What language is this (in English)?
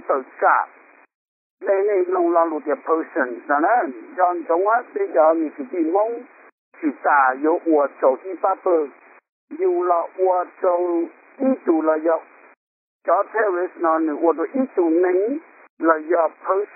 Hmong